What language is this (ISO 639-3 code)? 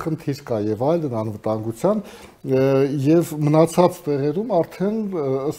hye